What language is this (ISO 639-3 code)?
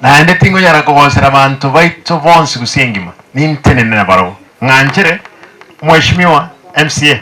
guz